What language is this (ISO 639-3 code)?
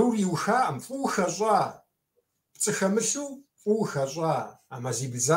kbd